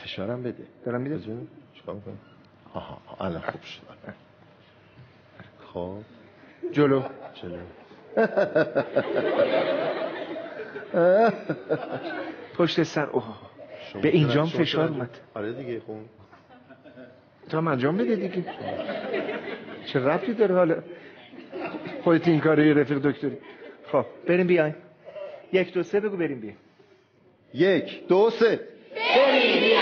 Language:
Persian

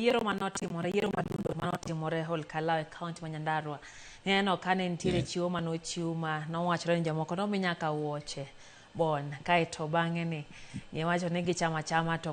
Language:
Luo (Kenya and Tanzania)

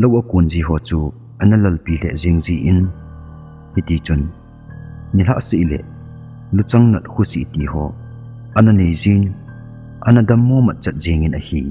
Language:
Thado Chin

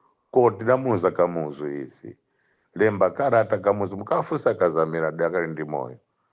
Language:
Nyanja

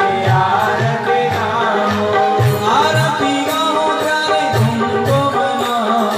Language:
Hindi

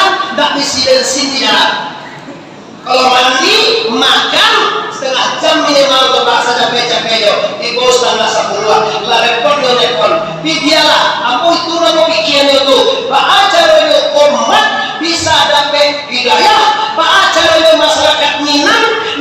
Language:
Minangkabau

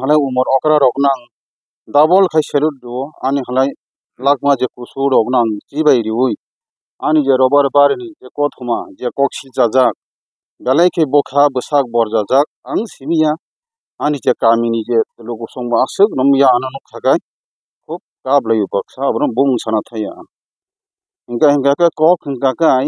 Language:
Kok Borok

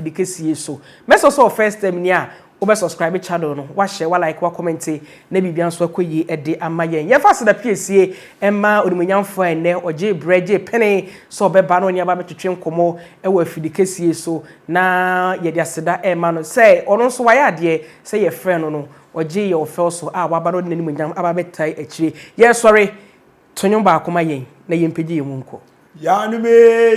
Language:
Akan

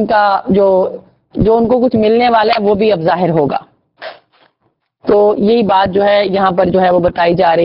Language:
Urdu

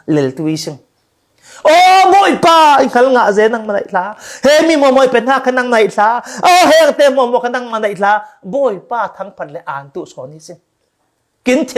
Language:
Falam Chin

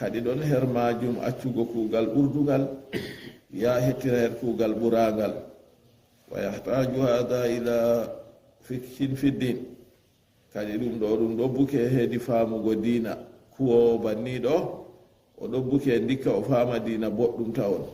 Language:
Fula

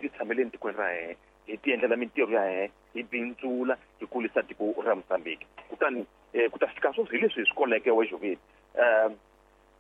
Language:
Tsonga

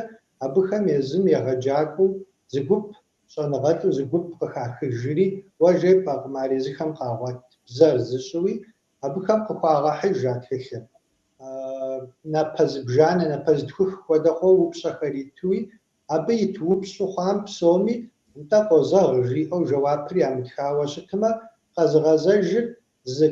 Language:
Kabardian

